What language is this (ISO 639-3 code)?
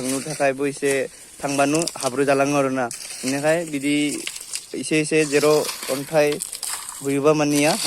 brx